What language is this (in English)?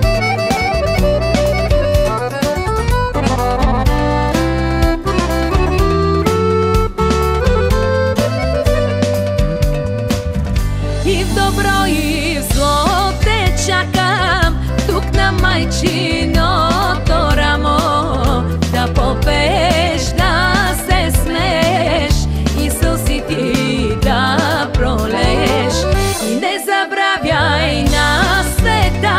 Bulgarian